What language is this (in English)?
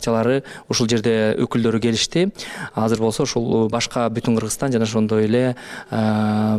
Kyrgyz